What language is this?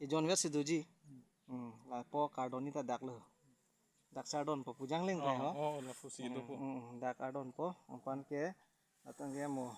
Karbi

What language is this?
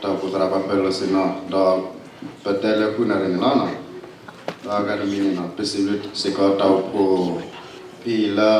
S'gaw Karen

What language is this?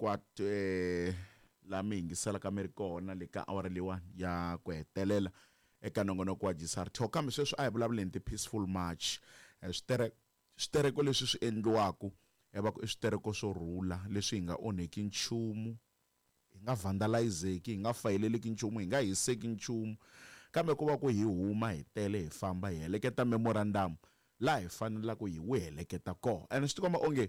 Tsonga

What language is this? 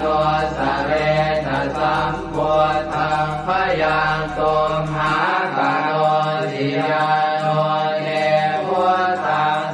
Pali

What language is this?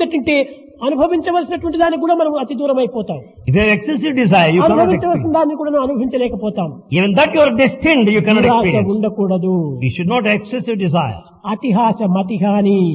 Telugu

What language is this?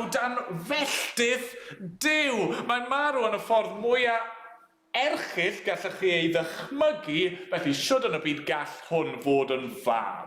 Welsh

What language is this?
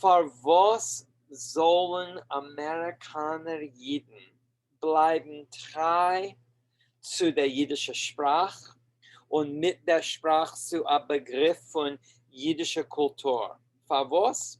Yiddish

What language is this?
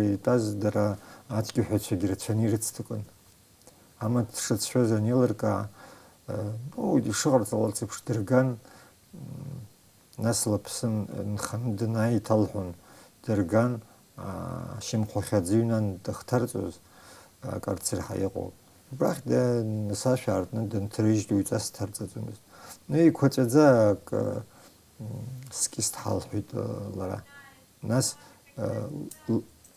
Abkhazian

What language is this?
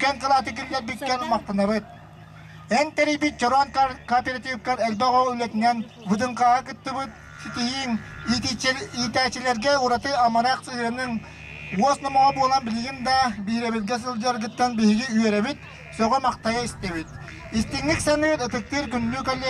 Yakut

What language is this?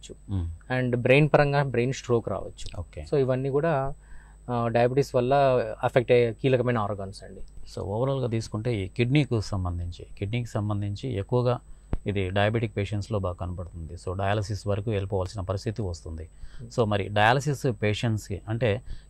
Telugu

